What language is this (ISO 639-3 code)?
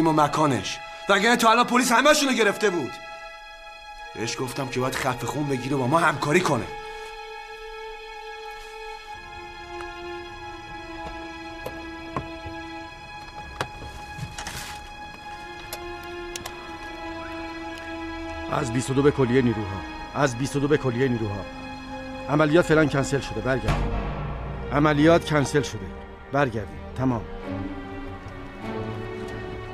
fas